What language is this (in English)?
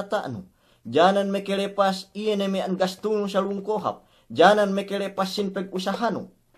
Yakan